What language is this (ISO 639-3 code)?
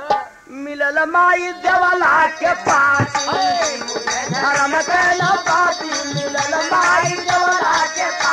bho